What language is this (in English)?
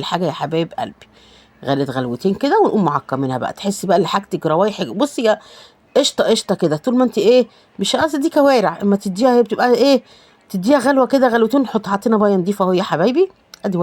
Egyptian Arabic